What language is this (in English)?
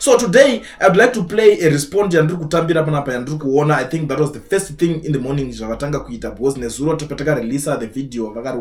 Shona